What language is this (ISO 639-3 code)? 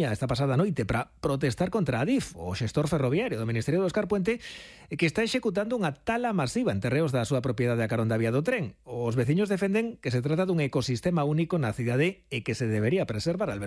glg